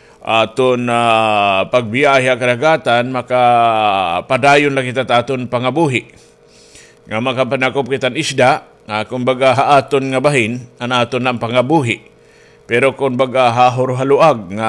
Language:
Waray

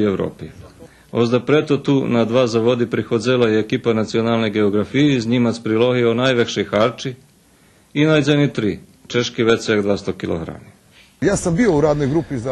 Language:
Rusyn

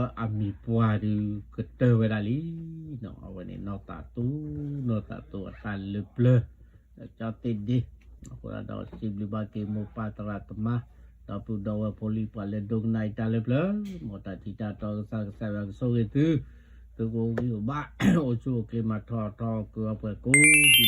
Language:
S'gaw Karen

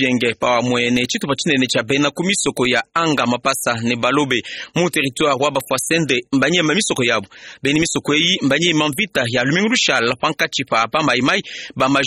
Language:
Luba-Lulua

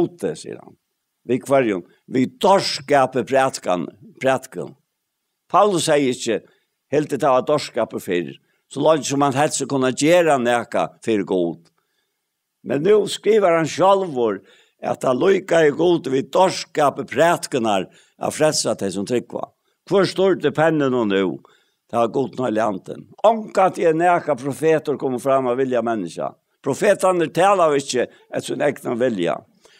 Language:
Faroese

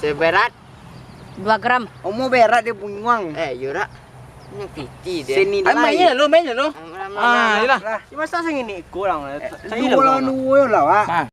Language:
Minangkabau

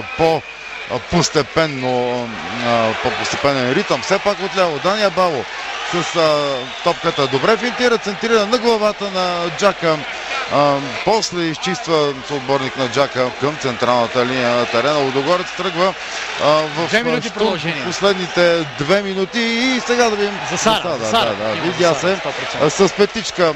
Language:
Bulgarian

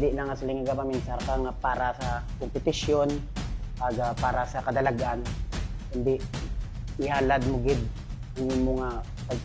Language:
Hiligaynon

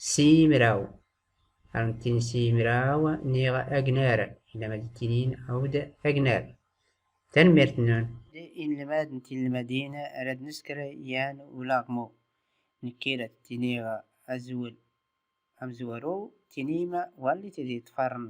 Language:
Tachelhit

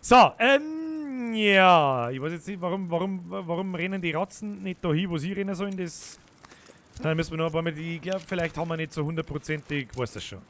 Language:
Bavarian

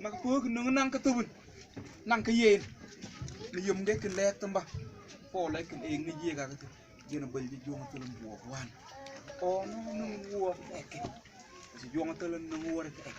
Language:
Mabaan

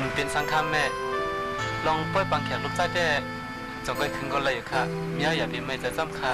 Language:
Shan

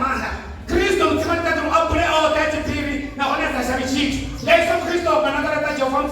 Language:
Venda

